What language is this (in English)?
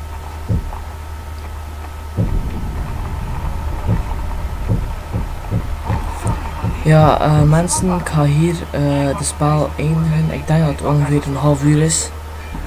Dutch